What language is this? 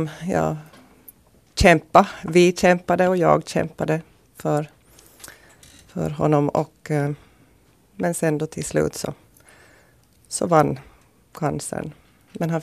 Swedish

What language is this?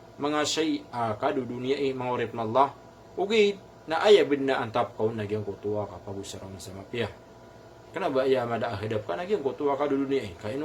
Maranao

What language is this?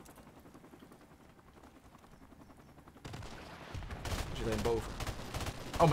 Dutch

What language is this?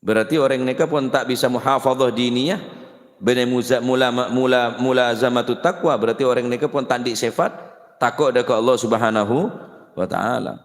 Madurese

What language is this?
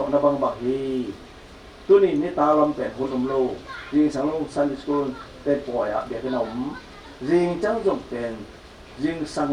Tedim Chin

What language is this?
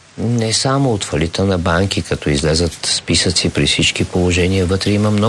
Bulgarian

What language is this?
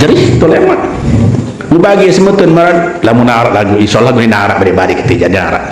Sasak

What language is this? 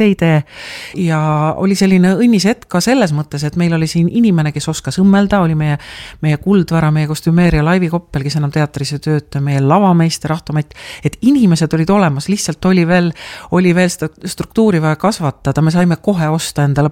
Estonian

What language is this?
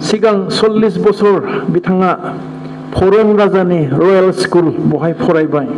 Bodo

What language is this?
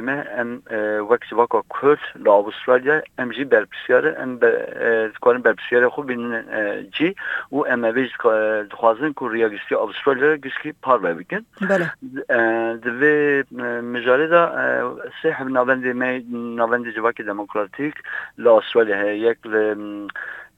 Kurdish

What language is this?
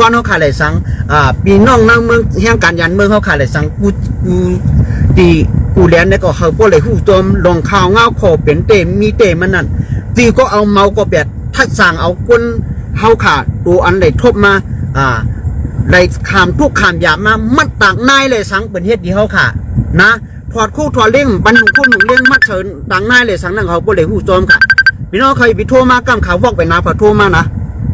Shan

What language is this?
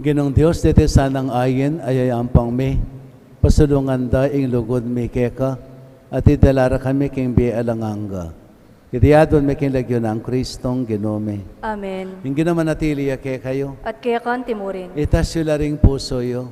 Pampanga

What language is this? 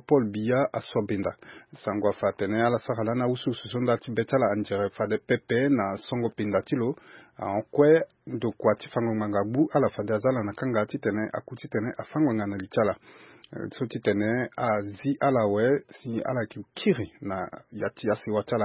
Sango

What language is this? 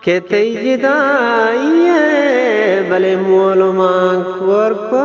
Eastern Balochi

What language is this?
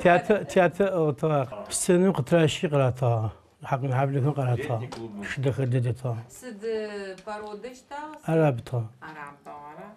Adyghe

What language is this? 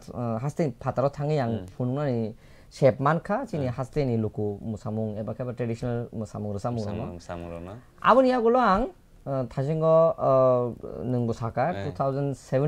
Kok Borok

